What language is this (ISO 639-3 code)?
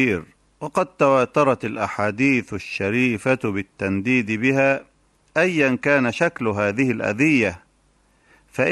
ara